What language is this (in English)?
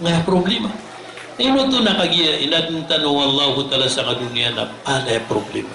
Maranao